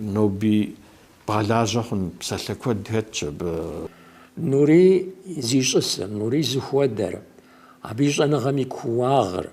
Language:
Kabardian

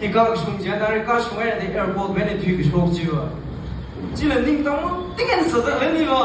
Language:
Tangkhul Naga (India)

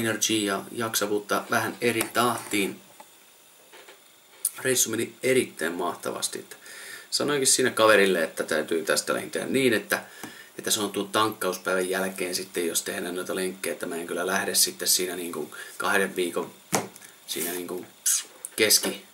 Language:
Finnish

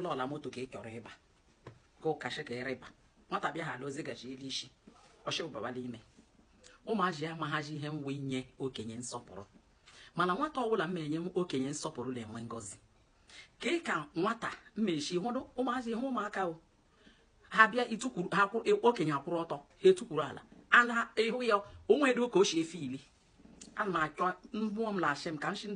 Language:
Igbo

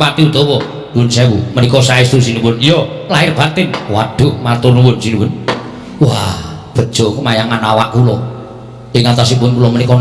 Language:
Javanese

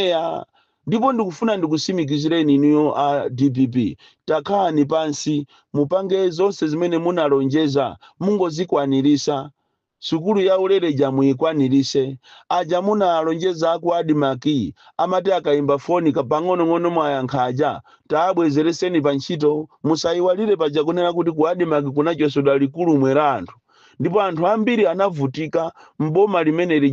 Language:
Nyanja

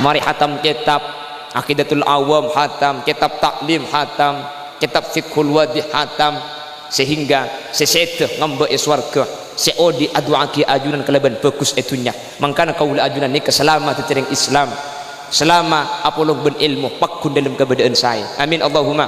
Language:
Madurese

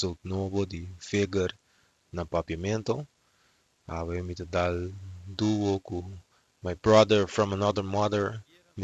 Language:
Papiamento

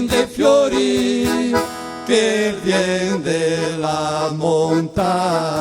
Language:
Venetian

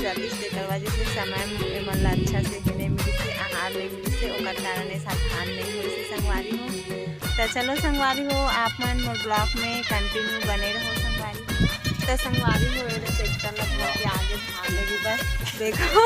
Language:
Chhattisgarhi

